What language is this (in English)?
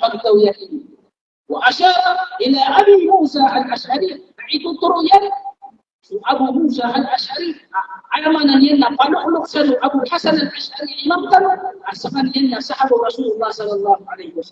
Maranao